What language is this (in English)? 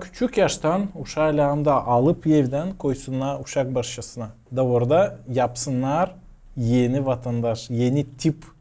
Gagauz